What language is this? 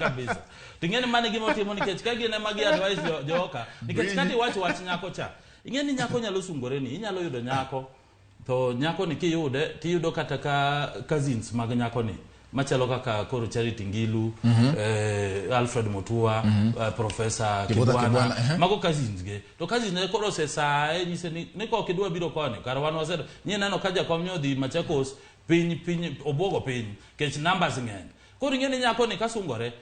Luo (Kenya and Tanzania)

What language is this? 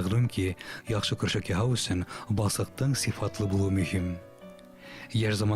Bashkir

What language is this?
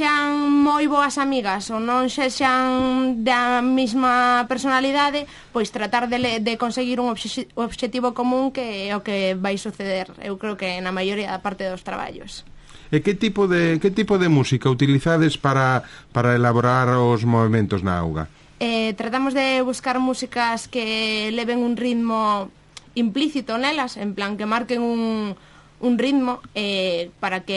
Galician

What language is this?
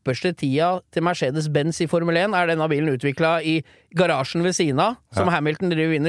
Norwegian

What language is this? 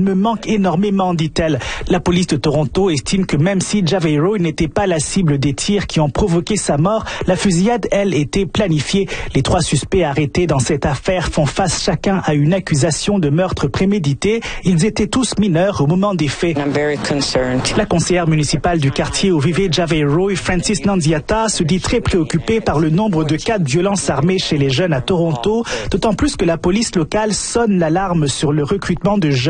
French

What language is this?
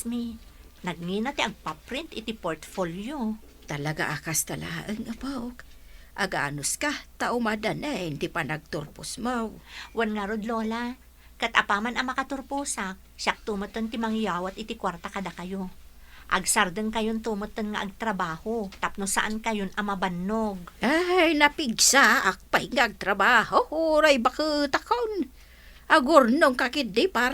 Iloko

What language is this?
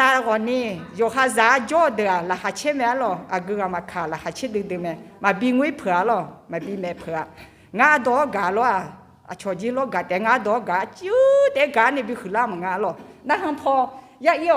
Akha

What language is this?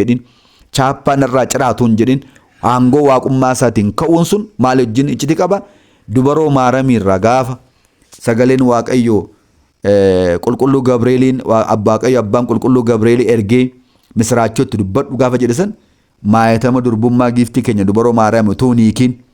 Oromo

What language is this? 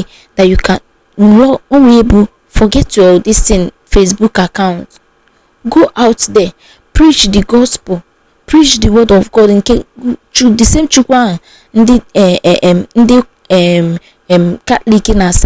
Igbo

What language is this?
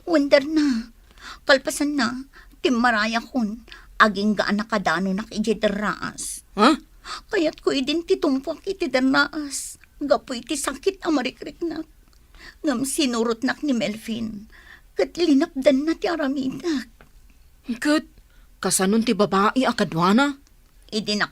Iloko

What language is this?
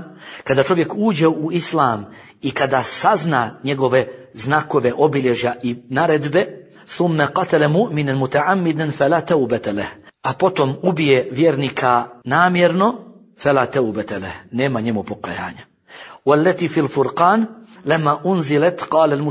Bosnian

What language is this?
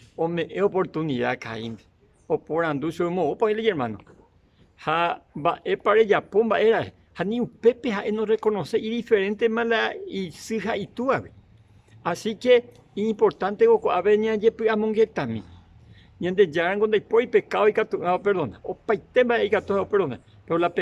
Guarani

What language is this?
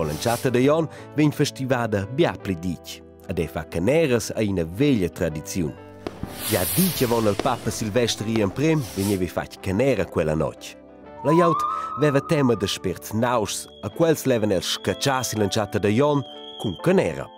Romansh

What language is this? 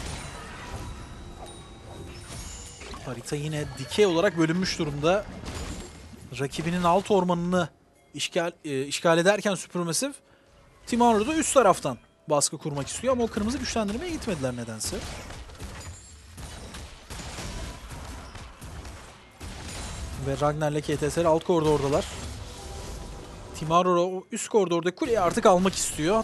Turkish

